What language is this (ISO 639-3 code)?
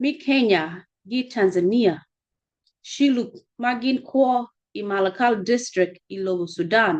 ach